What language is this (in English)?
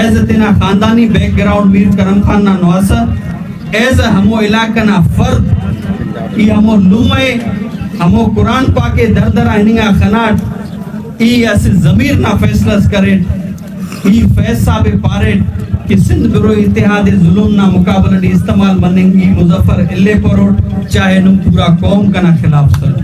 Brahui